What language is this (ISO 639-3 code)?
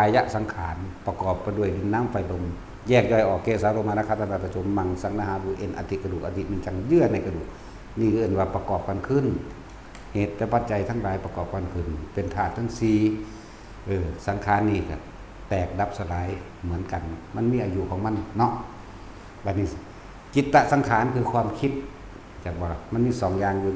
lao